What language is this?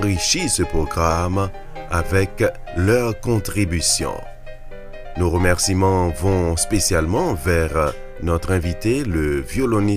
French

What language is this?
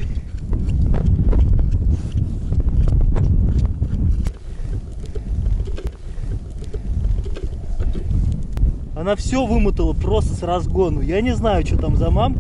Russian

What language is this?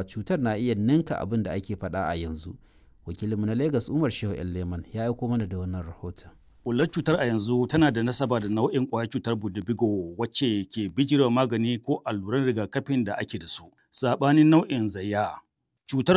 Hausa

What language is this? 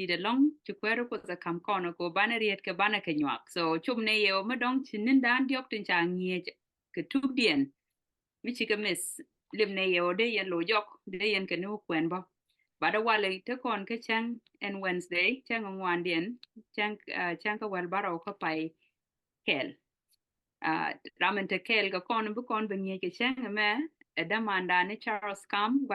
Nuer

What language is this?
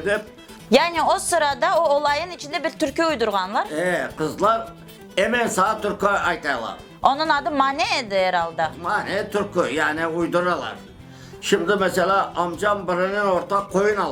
Crimean Tatar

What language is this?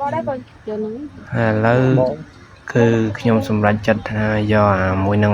Khmer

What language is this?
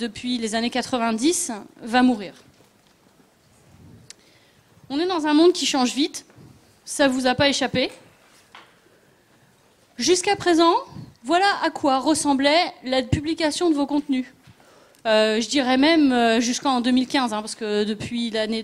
French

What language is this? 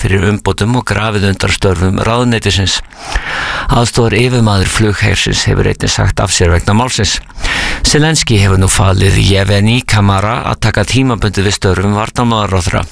Icelandic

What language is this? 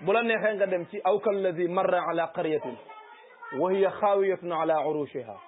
Wolof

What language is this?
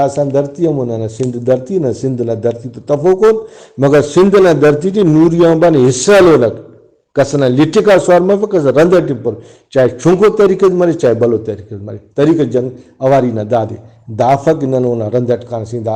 Brahui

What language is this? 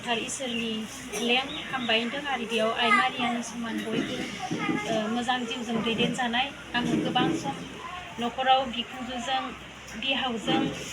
Bodo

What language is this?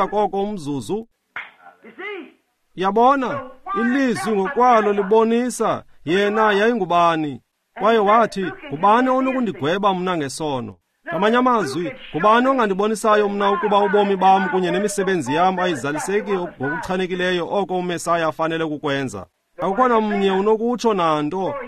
Xhosa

